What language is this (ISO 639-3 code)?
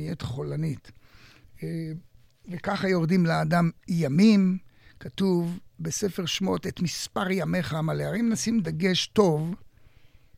heb